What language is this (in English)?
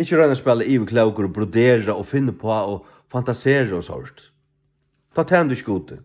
Faroese